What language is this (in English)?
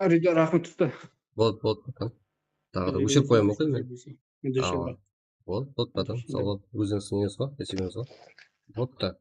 Kara-Kalpak